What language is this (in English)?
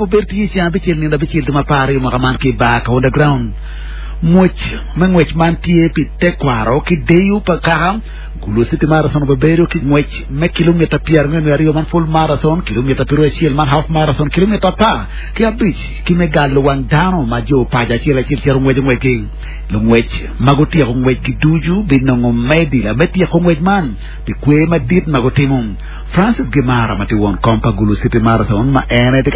Acoli